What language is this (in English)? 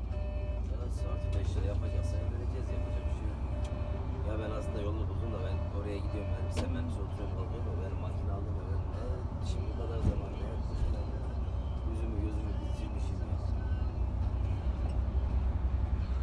Turkish